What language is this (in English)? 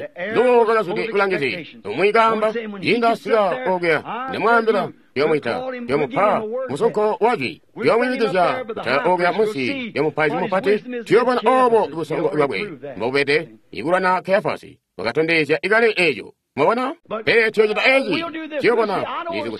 Tonga (Zambia)